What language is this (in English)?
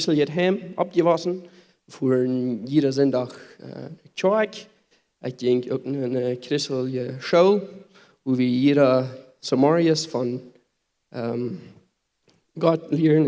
Plautdietsch